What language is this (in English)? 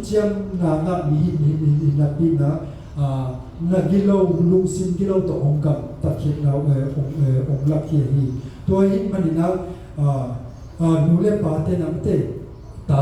Tedim Chin